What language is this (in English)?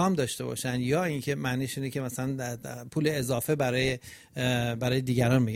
Persian